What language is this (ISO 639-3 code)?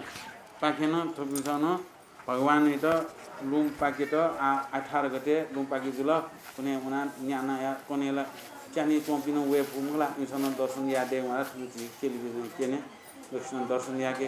new